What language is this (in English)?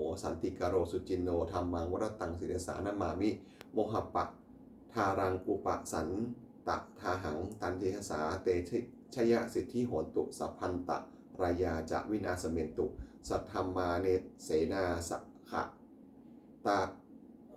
Pali